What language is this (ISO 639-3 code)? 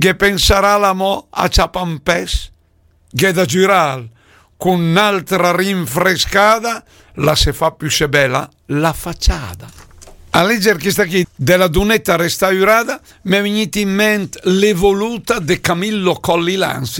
lmo